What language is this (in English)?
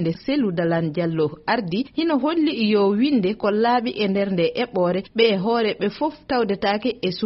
Fula